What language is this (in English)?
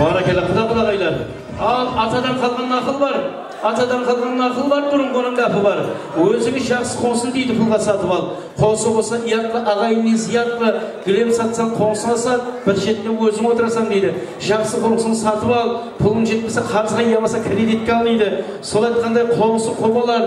Kara-Kalpak